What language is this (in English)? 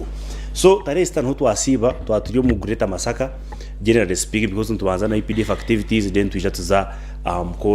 Nyankole